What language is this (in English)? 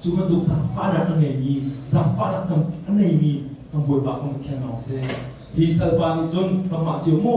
Hakha Chin